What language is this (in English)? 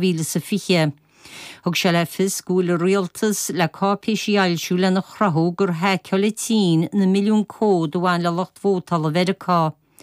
Irish